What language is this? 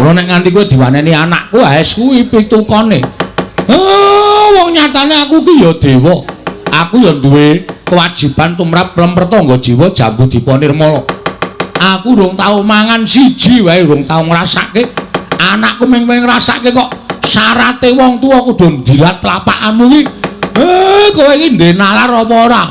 Javanese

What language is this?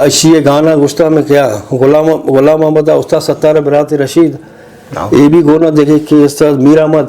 Eastern Balochi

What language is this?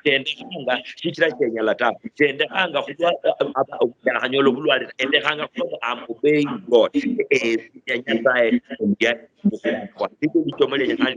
Luyia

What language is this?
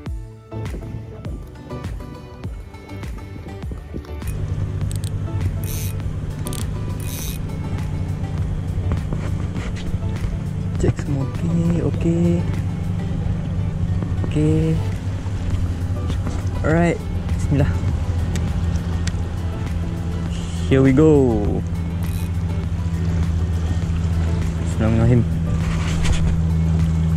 Malay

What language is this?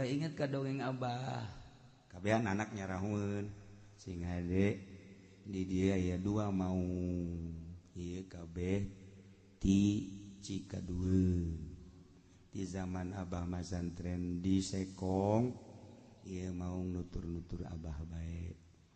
Sundanese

